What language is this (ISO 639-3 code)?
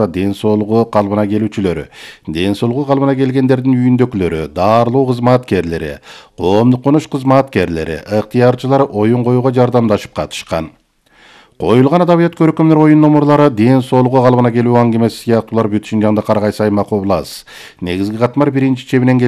kir